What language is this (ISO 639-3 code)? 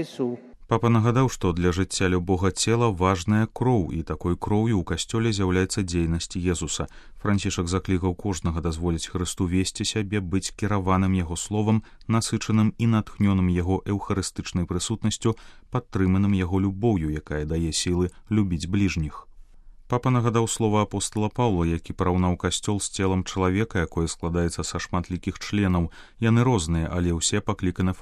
bel